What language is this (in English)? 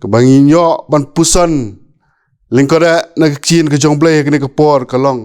Khasi